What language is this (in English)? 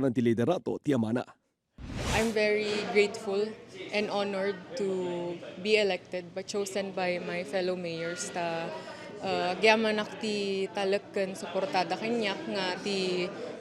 Iloko